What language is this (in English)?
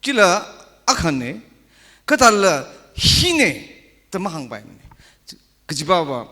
Tangkhul Naga (India)